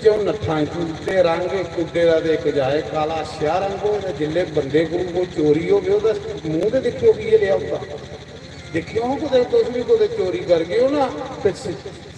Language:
Dogri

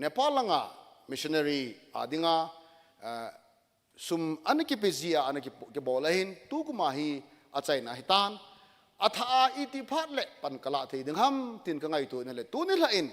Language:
Thado Chin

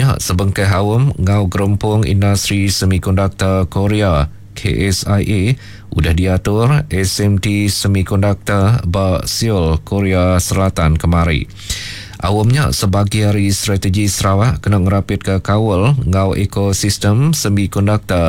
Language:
Iban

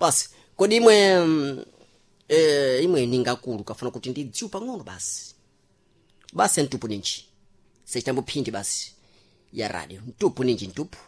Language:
Sena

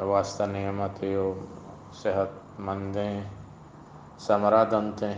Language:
Eastern Balochi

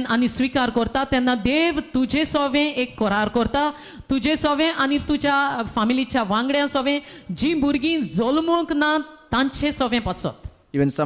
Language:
Konkani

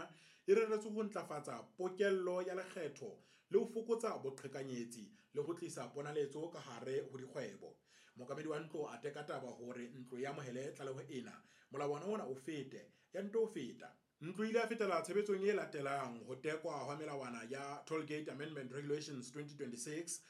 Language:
Southern Sotho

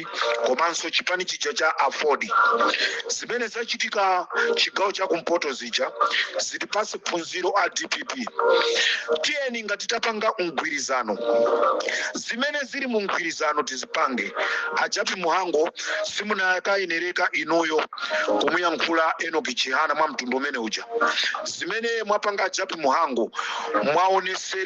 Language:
Nyanja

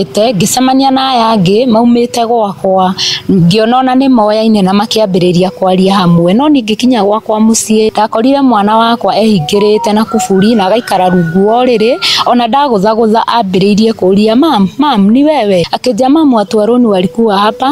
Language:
Kikuyu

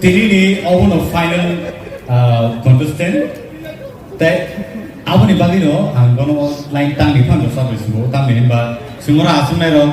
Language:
Riang (India)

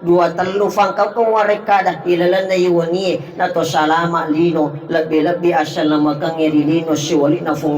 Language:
Buginese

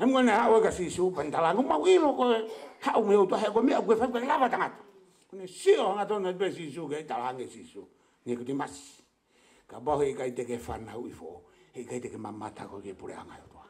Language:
Tongan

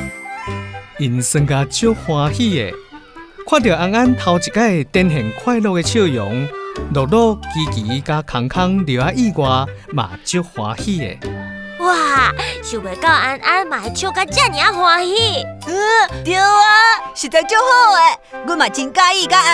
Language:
Min Nan Chinese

